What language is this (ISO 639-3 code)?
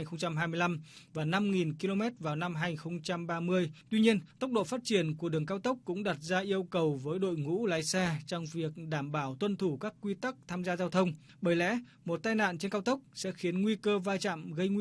vie